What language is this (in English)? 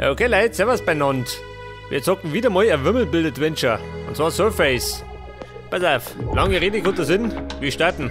Bavarian